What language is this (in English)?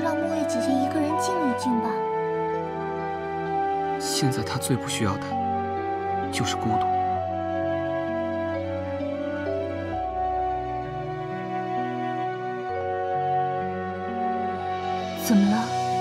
Chinese